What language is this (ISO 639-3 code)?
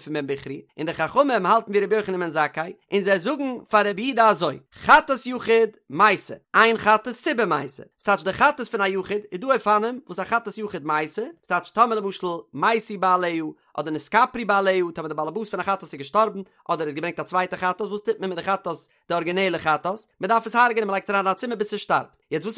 yid